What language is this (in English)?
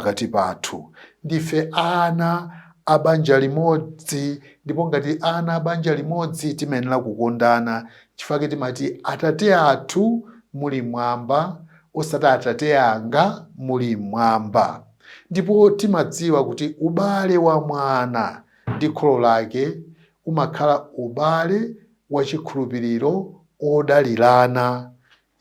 Nyanja